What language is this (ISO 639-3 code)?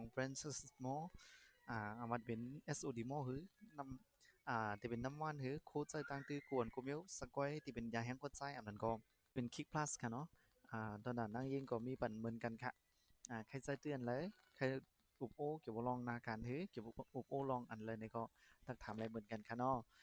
shn